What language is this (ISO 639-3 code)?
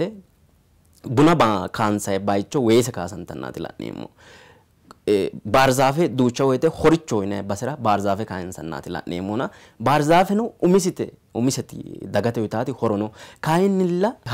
sid